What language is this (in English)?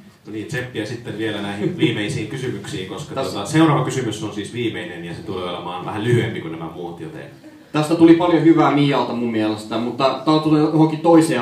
Finnish